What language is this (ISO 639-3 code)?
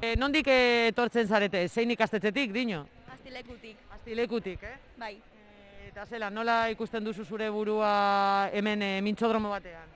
eus